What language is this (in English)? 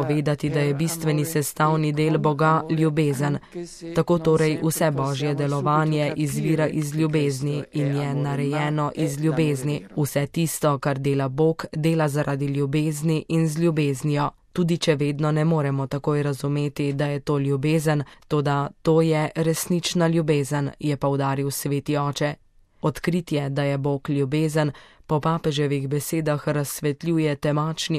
Slovenian